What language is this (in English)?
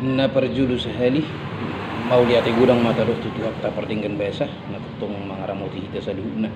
Batak Toba